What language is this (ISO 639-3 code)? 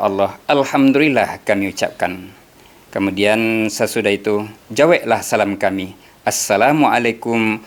min